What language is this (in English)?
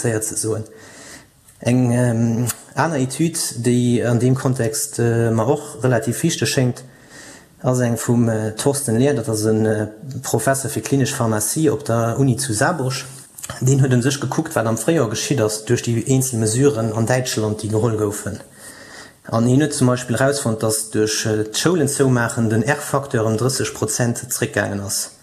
Luxembourgish